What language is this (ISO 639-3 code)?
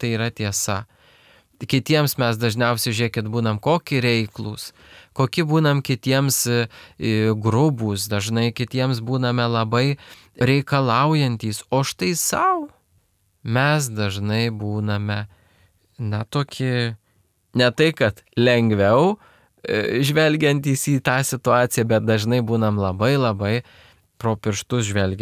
lit